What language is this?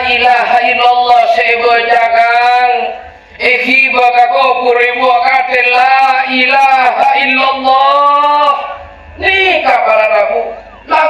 Madurese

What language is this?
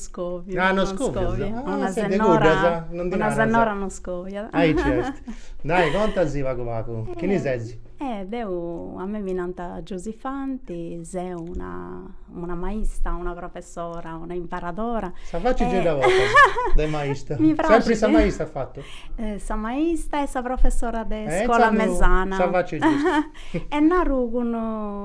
Sardinian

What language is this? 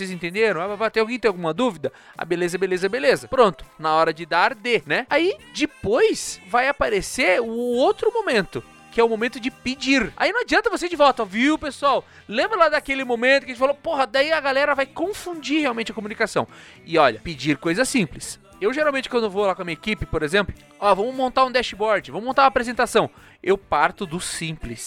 Portuguese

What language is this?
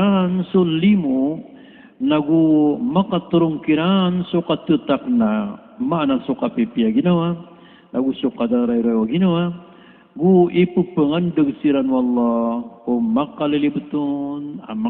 Maranao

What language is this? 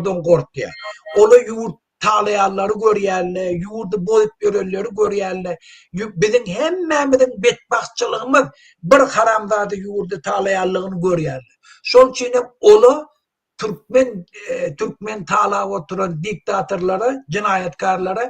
Turkmen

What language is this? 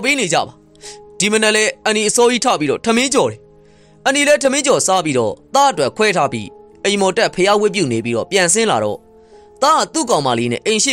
Burmese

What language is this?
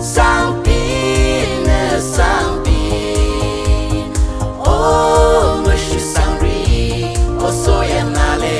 Naga Pidgin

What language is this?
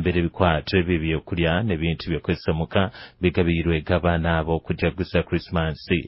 Nyoro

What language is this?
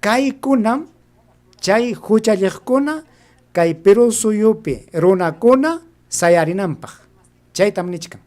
Ayacucho Quechua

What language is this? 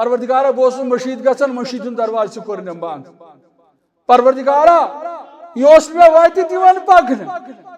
Kashmiri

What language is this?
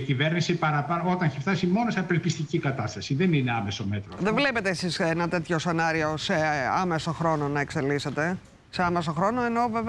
Greek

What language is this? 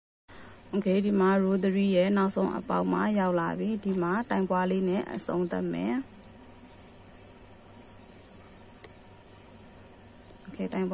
Burmese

